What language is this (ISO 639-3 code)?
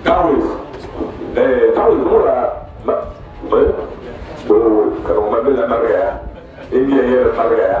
dag